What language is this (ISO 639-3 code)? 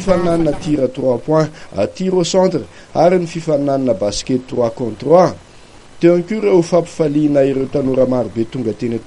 mlg